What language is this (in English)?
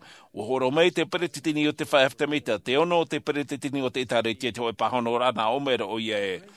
Tahitian